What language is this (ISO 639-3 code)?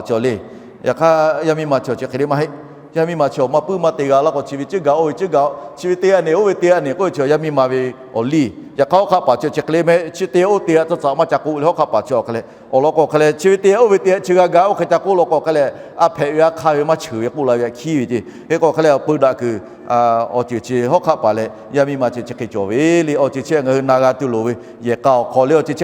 lhu